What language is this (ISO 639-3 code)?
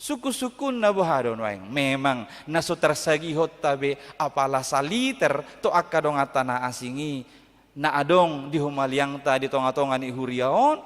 bbc